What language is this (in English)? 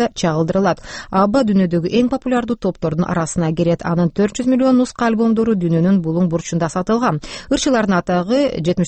Kyrgyz